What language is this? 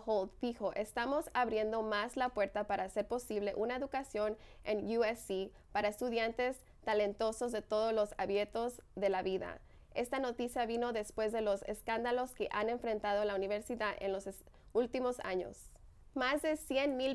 Spanish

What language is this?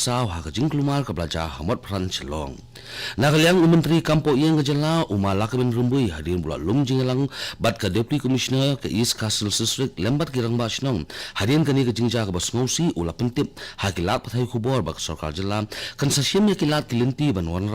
Khasi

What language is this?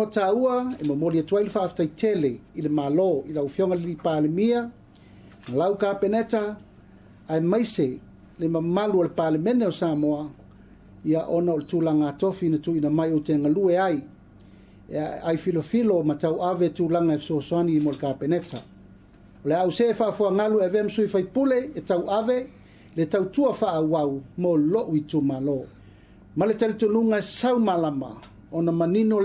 Samoan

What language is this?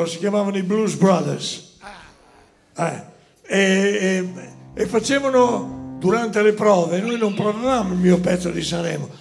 Italian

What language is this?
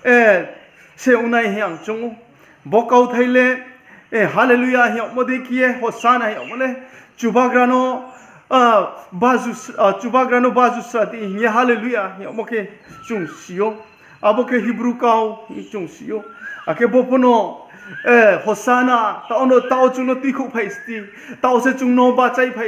Riang (India)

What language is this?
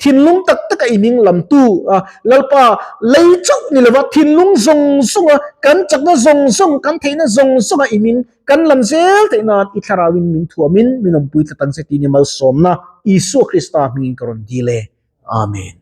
Mizo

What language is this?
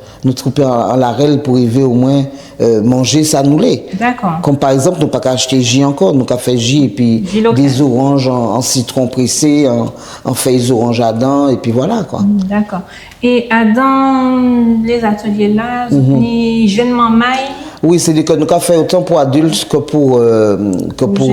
Guadeloupean Creole French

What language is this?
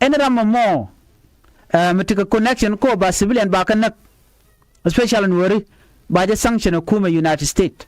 Nuer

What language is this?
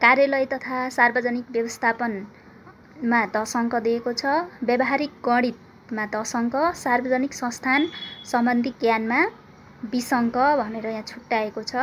Nepali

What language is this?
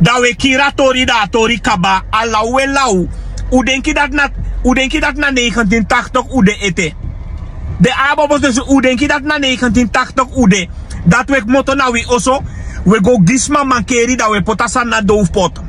Sranan Tongo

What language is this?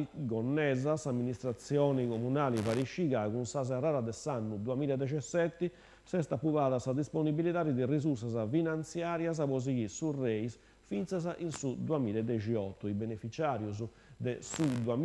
Sardinian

